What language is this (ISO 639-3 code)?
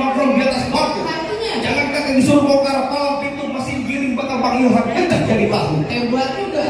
bew